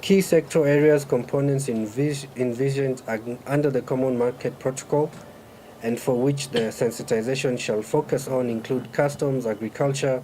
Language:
Meru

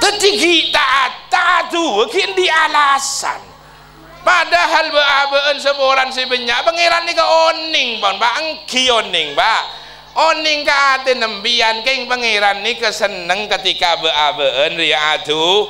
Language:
Madurese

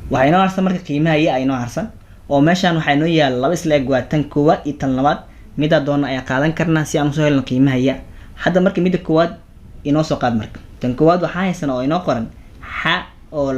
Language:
Somali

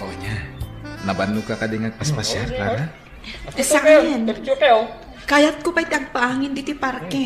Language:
Iloko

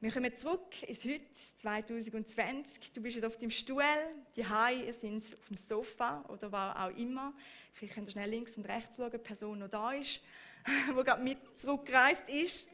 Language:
Swiss German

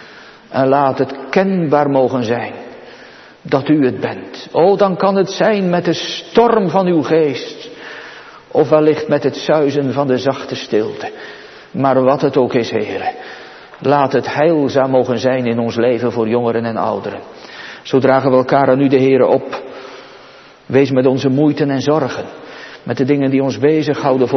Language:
Dutch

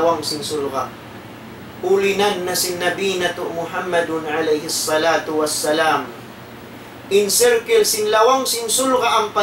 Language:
Tausug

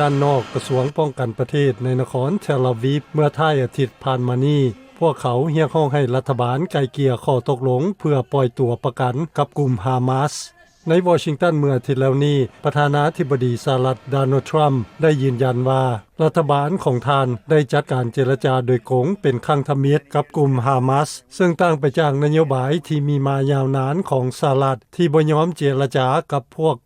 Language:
Lao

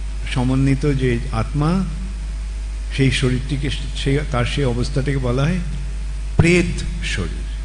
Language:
Bangla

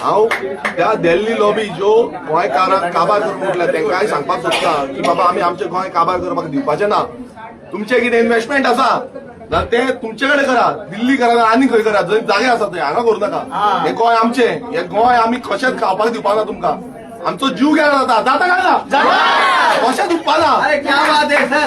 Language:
Konkani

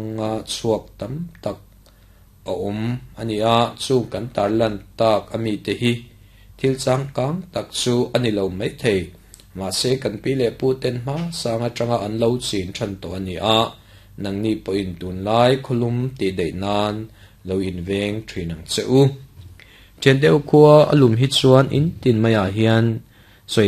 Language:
Mizo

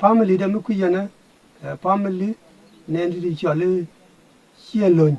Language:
Nuer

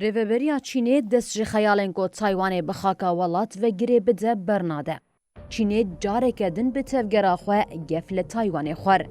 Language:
Kurdish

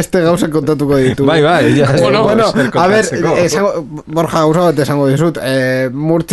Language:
Basque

